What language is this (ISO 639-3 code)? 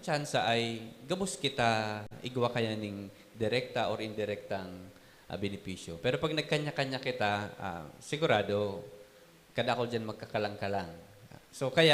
bik